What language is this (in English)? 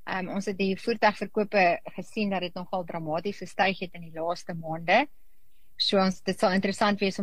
Afrikaans